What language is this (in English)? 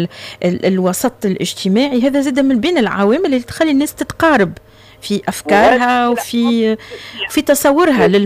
Tunisian Arabic